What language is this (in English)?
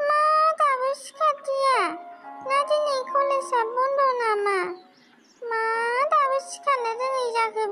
Bodo